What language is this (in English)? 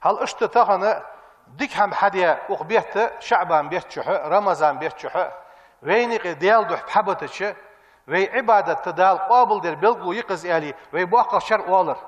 Ingush